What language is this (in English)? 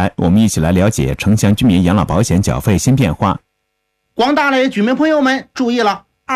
Chinese